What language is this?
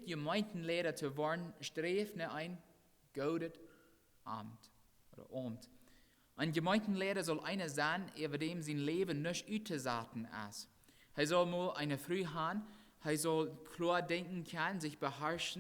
Plautdietsch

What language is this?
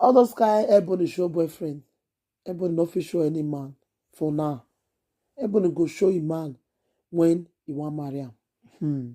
Nigerian Pidgin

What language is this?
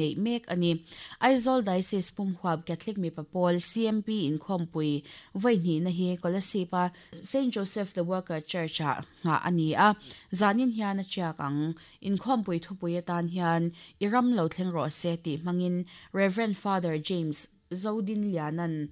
Mizo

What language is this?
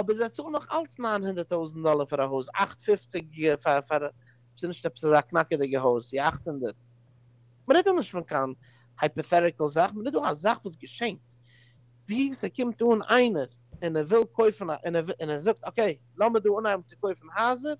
Yiddish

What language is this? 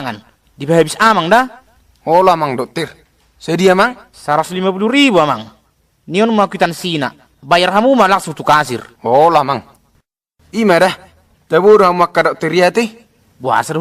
Batak Toba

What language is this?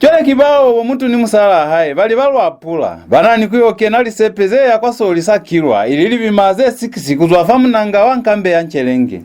Lozi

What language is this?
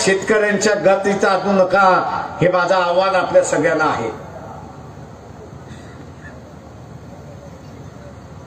Marathi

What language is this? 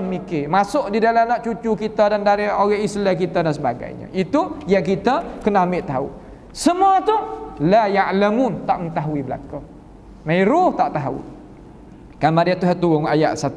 Malay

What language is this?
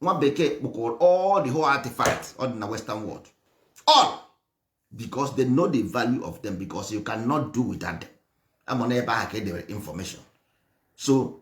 Igbo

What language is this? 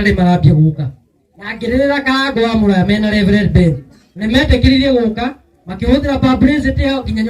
Kikuyu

